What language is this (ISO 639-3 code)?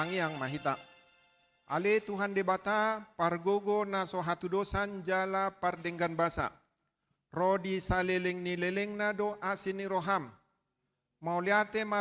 bbc